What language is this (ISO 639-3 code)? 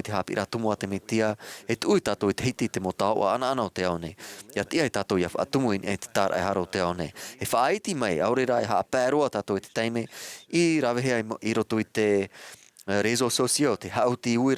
tah